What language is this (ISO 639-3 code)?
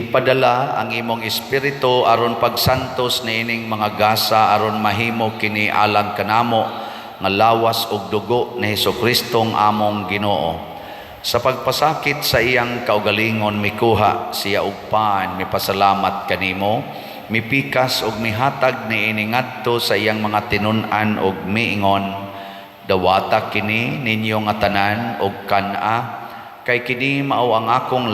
ceb